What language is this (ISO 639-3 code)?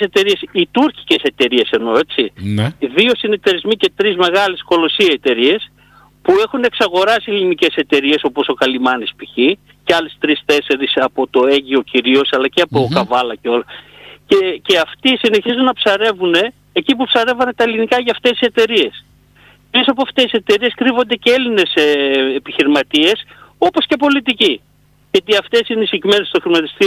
ell